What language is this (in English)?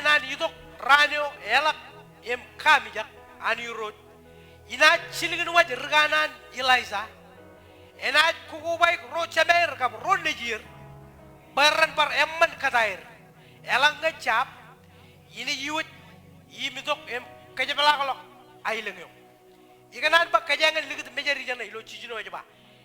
Marshallese